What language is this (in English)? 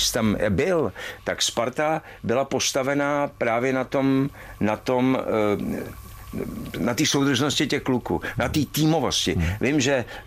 Czech